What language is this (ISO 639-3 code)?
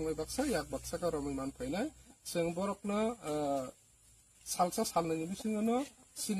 trp